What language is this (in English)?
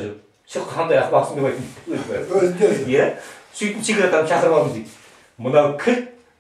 Kazakh